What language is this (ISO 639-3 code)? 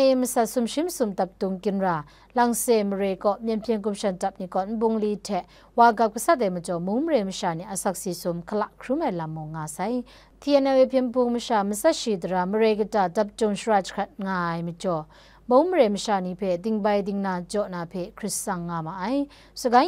kac